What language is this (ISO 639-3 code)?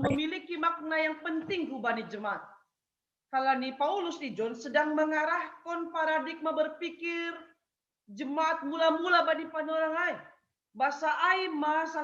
bts